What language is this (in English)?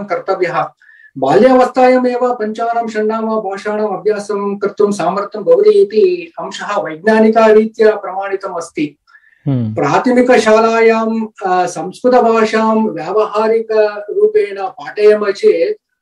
Sanskrit